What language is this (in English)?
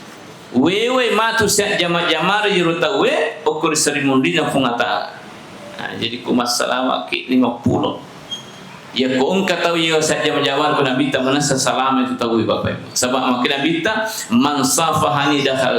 Buginese